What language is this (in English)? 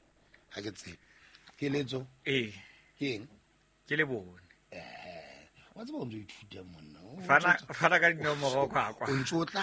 Southern Sotho